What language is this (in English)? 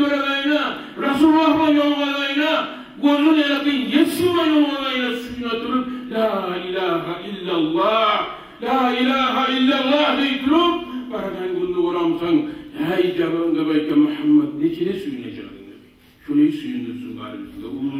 Kumyk